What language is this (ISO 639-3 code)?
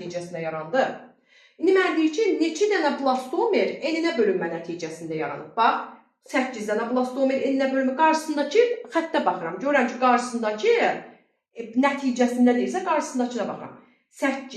aze